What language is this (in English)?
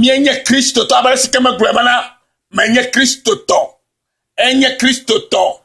Ewe